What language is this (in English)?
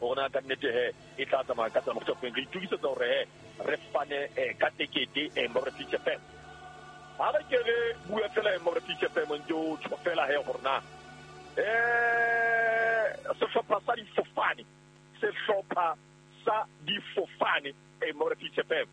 Southern Sotho